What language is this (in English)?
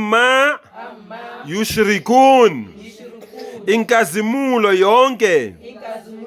Zulu